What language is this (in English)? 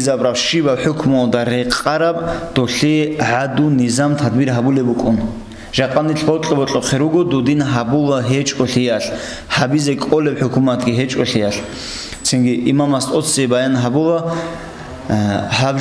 Avaric